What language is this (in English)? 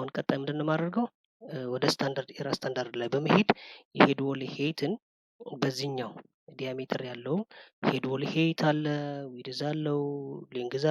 Amharic